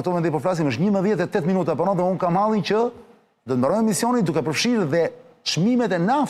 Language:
Albanian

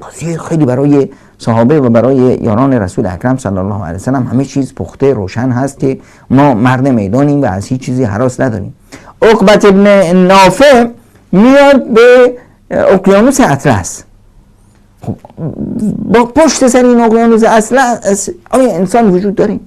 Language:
Persian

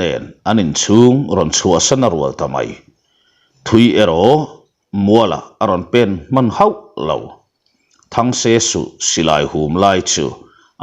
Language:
Mizo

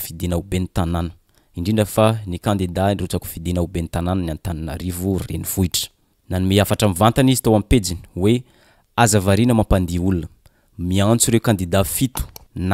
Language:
Malagasy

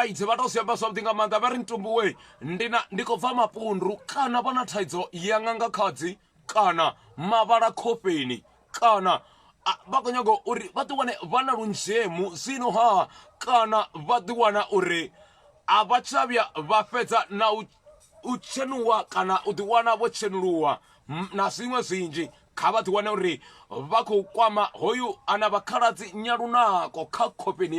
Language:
Venda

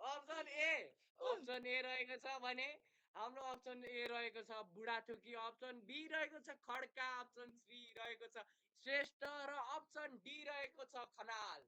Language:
Nepali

